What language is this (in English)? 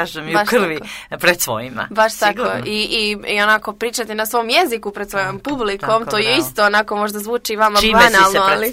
Serbian